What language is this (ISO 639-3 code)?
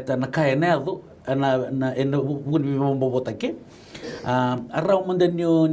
fij